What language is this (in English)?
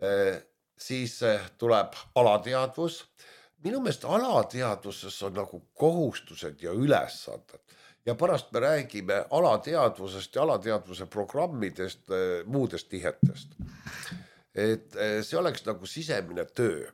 Estonian